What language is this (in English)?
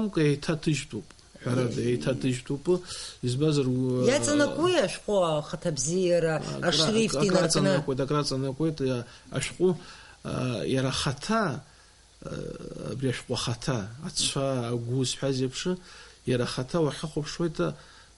Abkhazian